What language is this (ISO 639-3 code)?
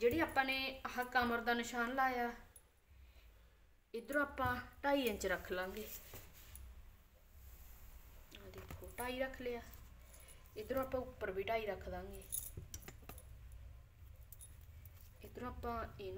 pan